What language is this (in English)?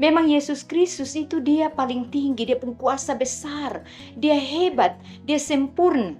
Kupang Malay